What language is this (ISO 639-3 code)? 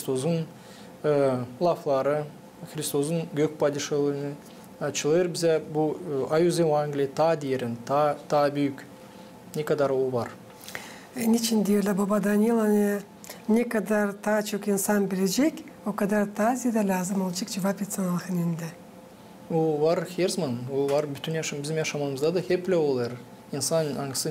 gag